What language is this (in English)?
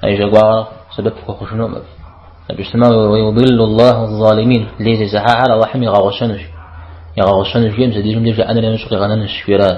Kabardian